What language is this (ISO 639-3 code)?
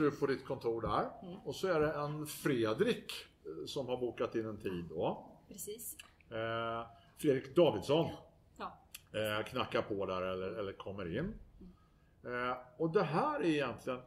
swe